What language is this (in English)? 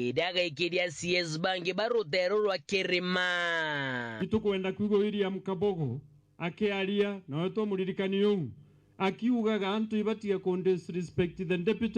Meru